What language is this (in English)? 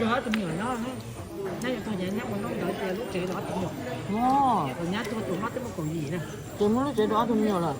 Hmong